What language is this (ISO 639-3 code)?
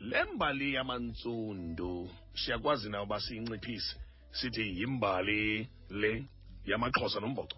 xho